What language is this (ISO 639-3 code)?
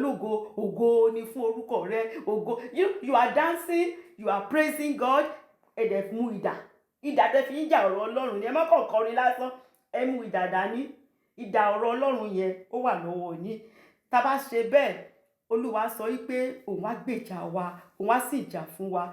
yor